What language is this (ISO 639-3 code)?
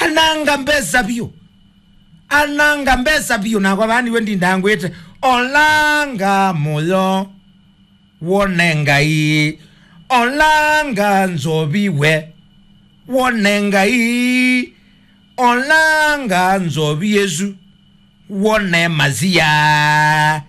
kam